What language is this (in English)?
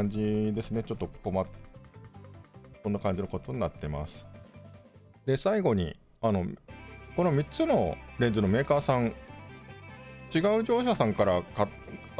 Japanese